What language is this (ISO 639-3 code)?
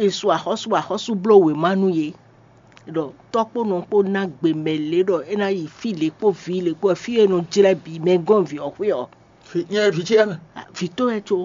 fon